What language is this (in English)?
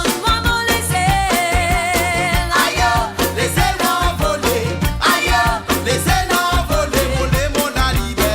Morisyen